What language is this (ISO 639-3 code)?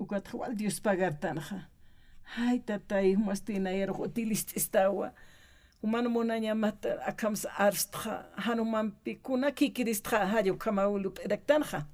aym